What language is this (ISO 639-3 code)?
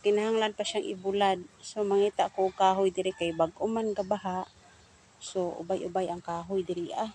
ceb